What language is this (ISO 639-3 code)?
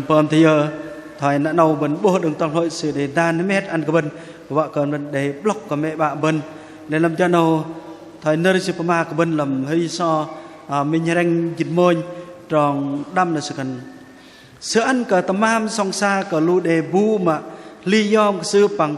bdq